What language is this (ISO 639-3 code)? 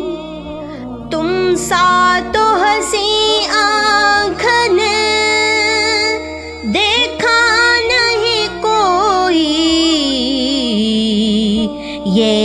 urd